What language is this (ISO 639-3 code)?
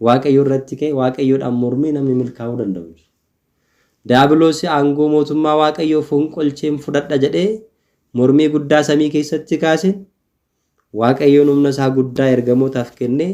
orm